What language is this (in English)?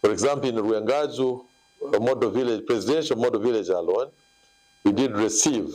Nyankole